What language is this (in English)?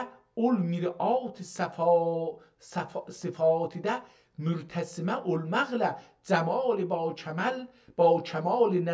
South Azerbaijani